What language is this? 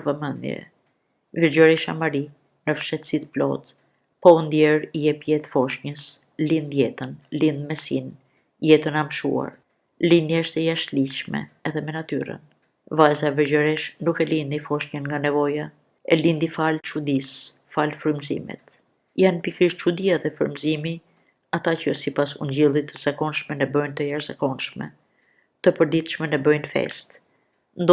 Albanian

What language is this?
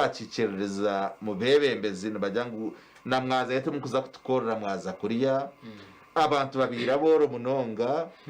Nyankole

